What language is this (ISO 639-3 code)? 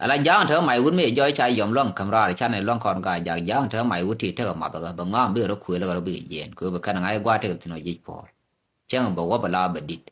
nus